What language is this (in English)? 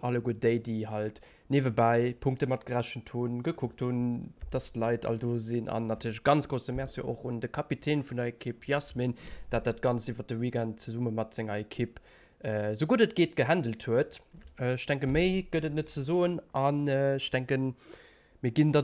Luxembourgish